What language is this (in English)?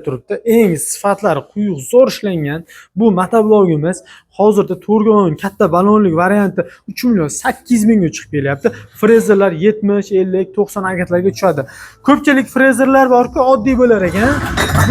Uzbek